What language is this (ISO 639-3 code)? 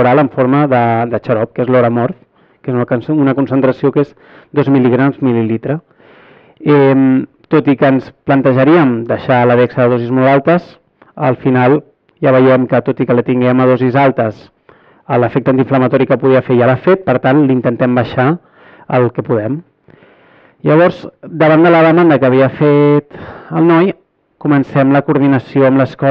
cat